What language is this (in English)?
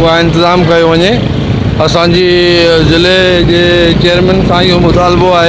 Sindhi